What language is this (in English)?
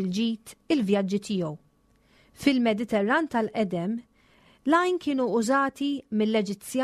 Maltese